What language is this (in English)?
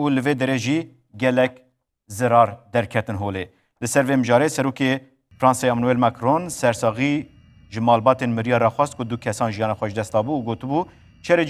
Kurdish